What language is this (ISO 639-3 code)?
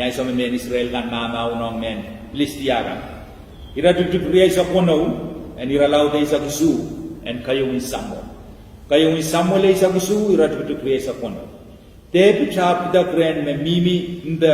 pon